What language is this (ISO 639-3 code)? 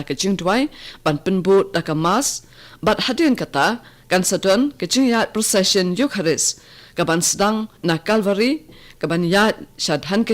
kha